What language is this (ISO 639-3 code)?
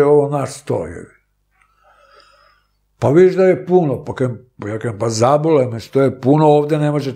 srp